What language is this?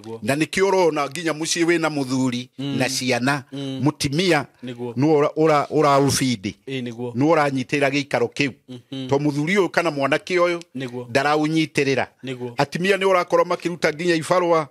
Kikuyu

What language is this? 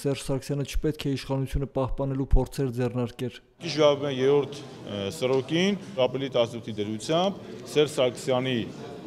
Armenian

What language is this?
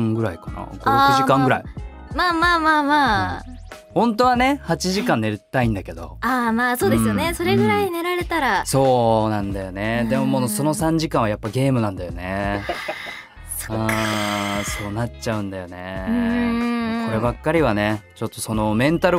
Japanese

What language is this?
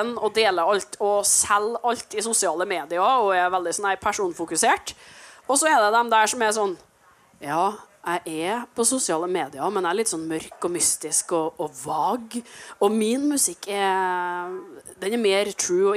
Norwegian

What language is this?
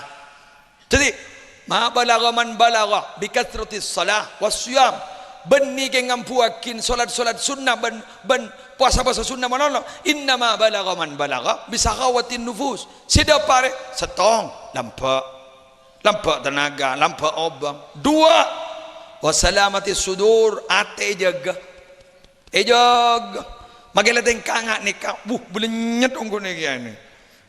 Madurese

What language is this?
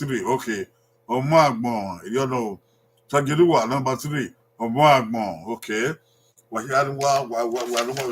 Bini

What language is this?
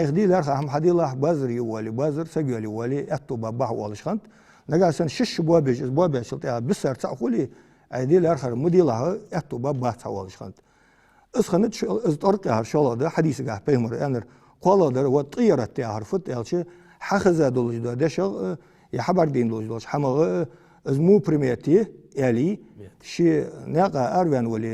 Ingush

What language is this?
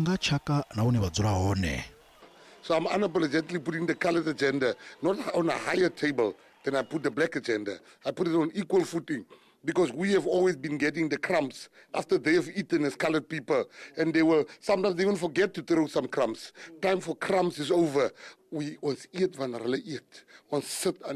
Venda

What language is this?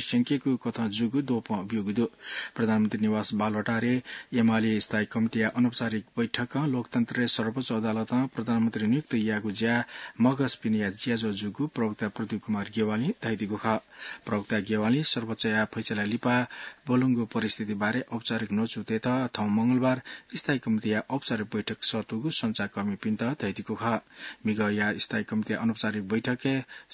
Newari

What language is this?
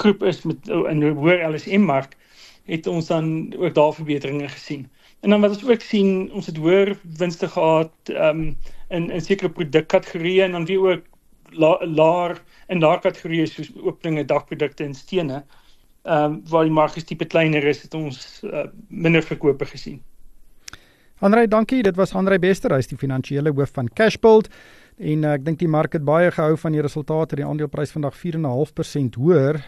Afrikaans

